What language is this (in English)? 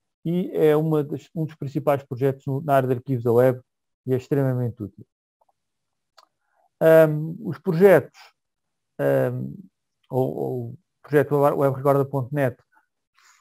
Portuguese